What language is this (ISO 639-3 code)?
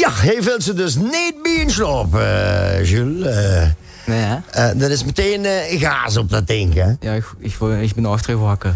lim